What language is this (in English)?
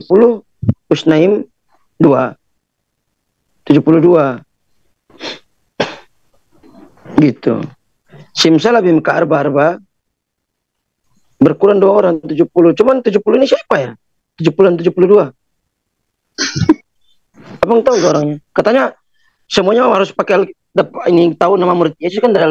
Indonesian